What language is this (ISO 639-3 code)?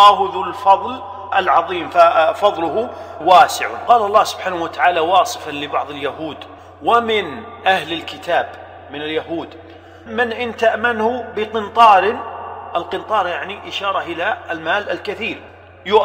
ara